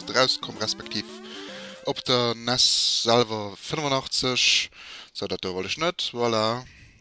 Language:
Luxembourgish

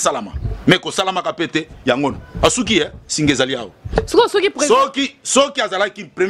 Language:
Lingala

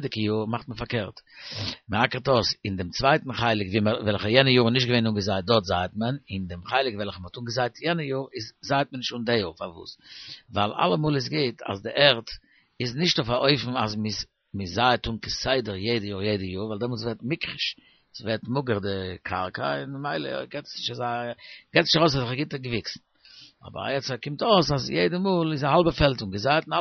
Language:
Yiddish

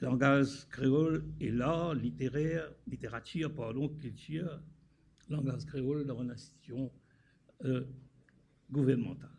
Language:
Morisyen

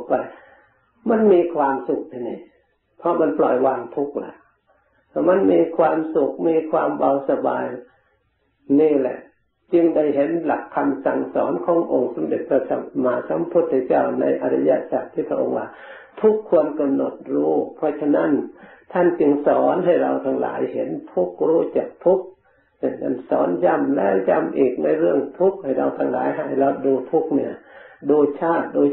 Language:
Thai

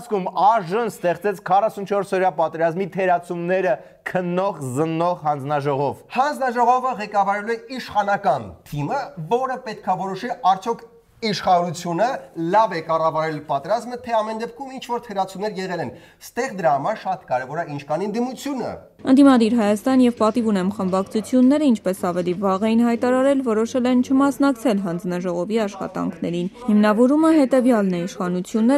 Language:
Armenian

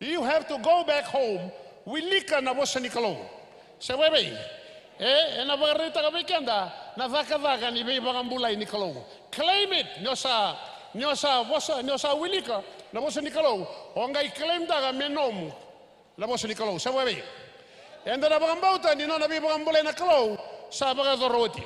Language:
Fijian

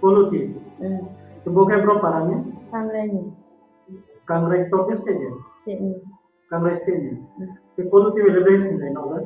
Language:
Riang (India)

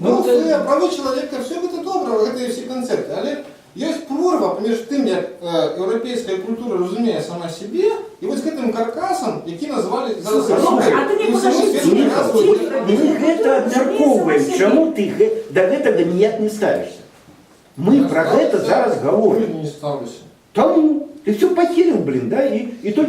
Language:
Belarusian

